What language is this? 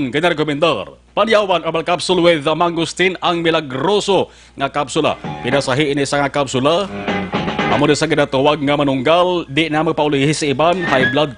Hiligaynon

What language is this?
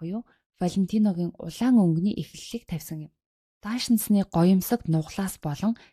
Mongolian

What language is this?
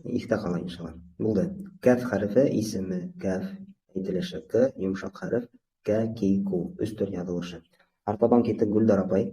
Bashkir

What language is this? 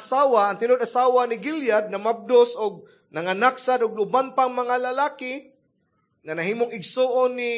Cebuano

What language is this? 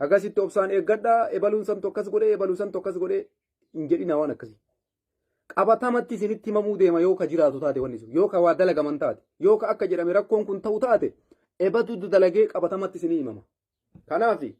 Oromo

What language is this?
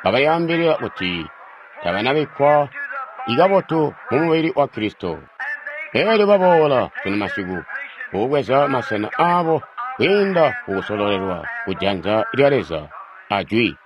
Tonga (Zambia)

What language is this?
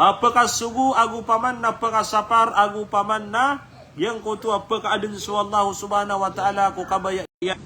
Maranao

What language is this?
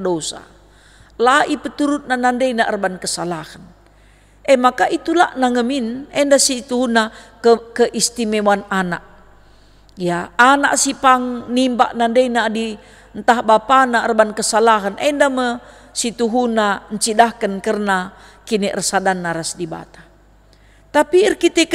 Batak Karo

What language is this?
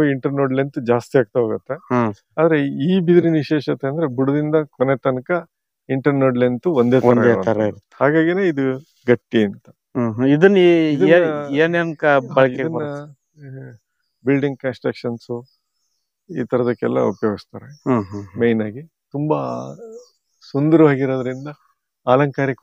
Kannada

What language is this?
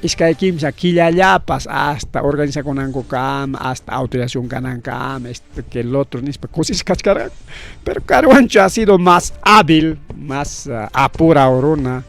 Ayacucho Quechua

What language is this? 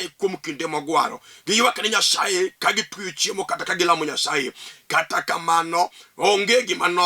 Luo (Kenya and Tanzania)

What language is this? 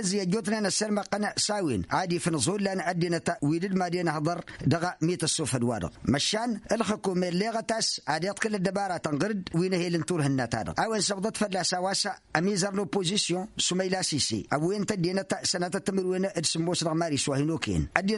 Tamasheq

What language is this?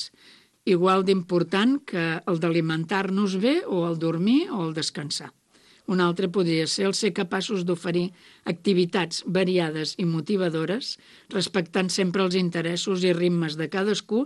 Catalan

